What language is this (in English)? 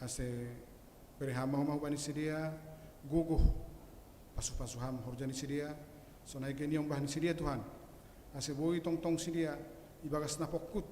Batak Simalungun